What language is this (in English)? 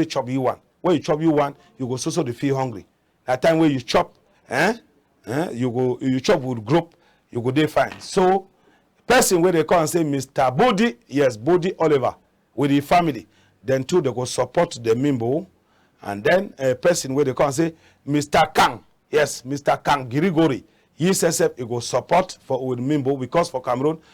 Cameroon Pidgin